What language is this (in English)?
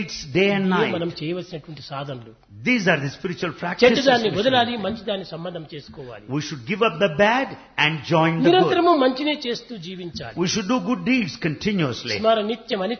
Telugu